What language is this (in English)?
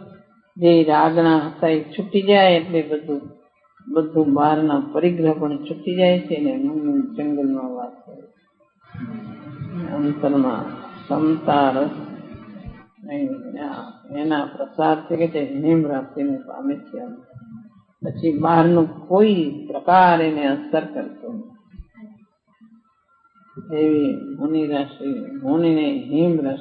Gujarati